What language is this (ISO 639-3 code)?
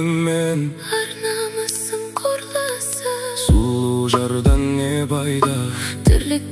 kaz